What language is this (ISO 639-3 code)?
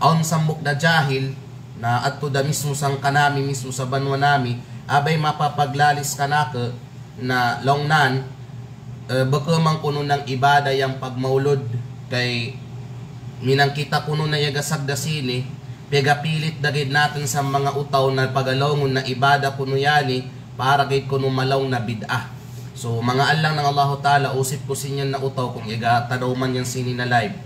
kqe